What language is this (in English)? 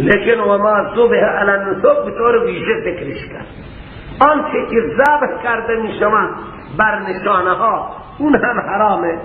Persian